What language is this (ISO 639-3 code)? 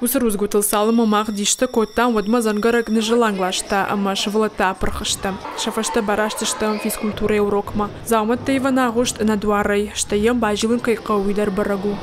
oss